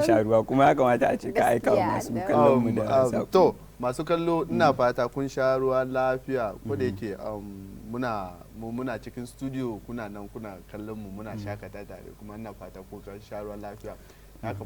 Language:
Hausa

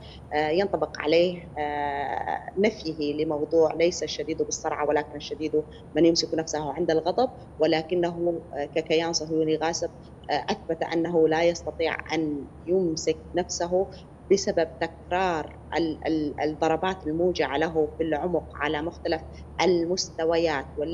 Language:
Arabic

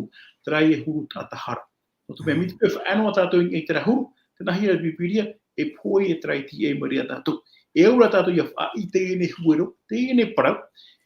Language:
Tahitian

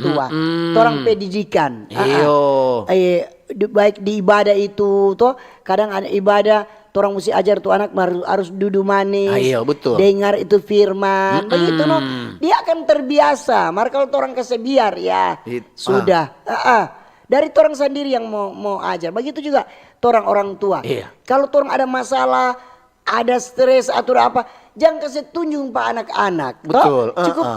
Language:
Manado Malay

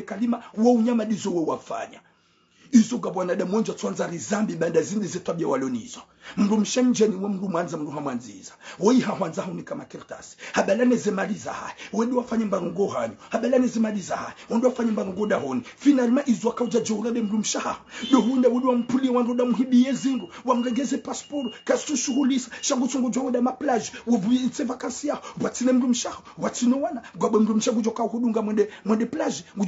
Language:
Ngazidja Comorian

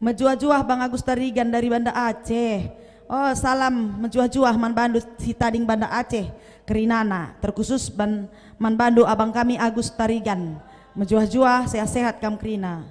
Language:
Batak Karo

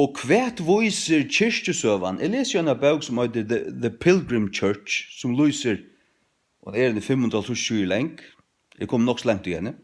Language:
Faroese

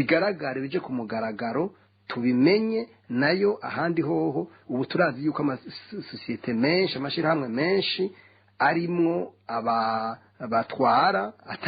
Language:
Rundi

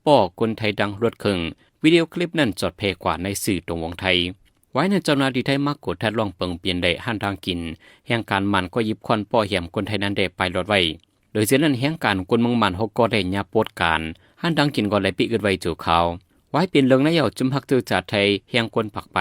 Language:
Shan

